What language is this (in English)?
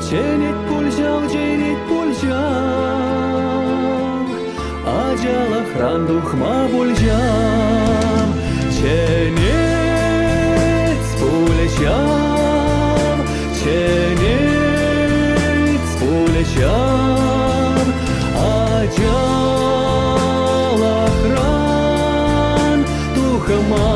Chuvash